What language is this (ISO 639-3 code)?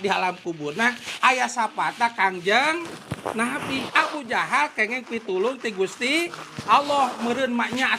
sun